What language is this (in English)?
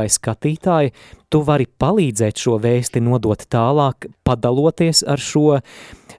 Latvian